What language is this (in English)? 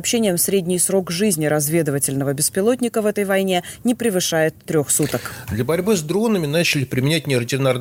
Russian